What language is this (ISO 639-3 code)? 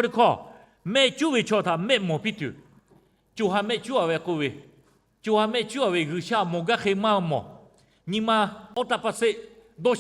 lhu